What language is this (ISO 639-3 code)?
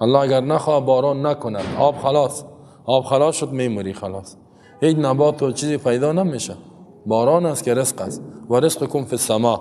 fas